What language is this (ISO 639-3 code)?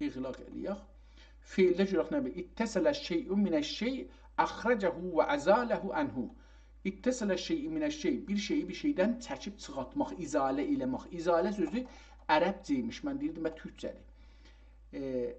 azb